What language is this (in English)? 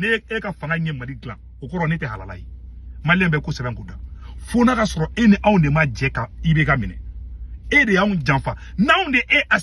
Bambara